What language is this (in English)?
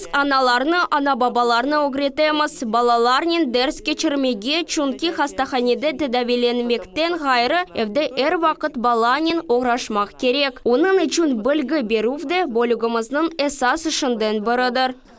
Crimean Tatar